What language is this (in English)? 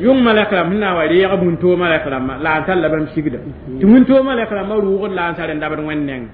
Mossi